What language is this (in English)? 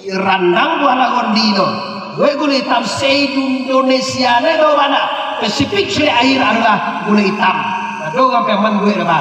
Minangkabau